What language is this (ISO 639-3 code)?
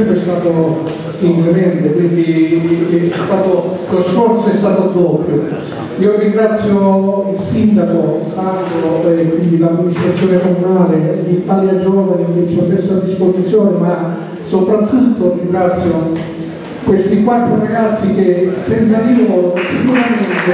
ita